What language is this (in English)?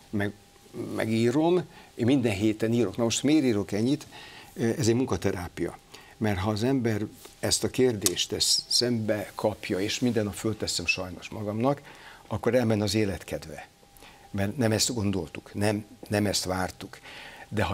Hungarian